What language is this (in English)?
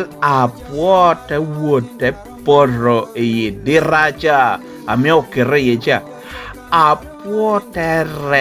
Lango (Uganda)